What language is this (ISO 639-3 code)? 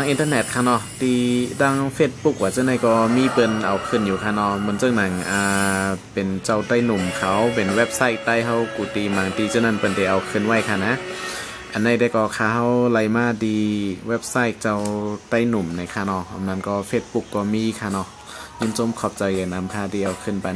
shn